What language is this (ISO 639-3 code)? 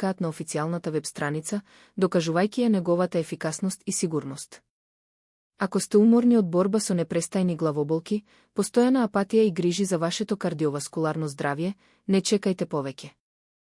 mkd